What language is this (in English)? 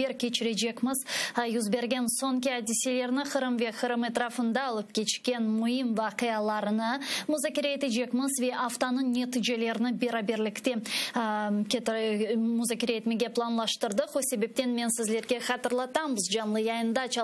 Crimean Tatar